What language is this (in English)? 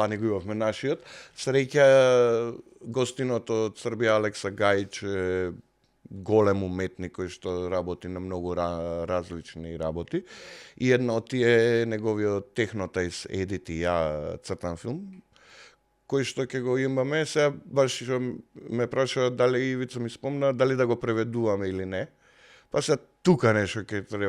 Macedonian